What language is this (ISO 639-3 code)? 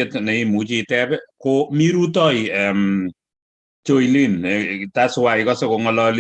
kln